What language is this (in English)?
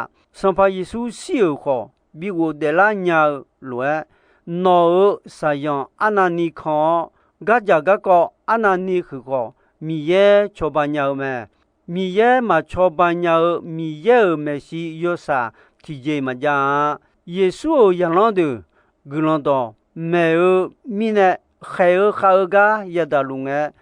Akha